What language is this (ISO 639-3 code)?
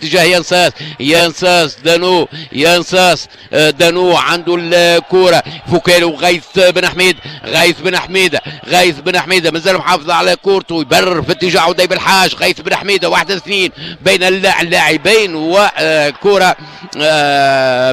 aeb